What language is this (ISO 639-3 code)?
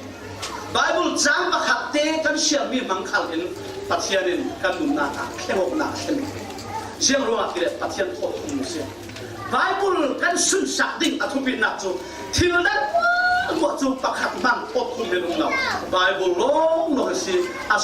cfm